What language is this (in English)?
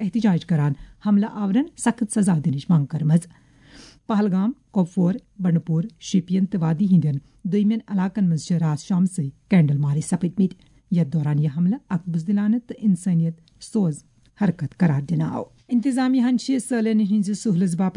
Kashmiri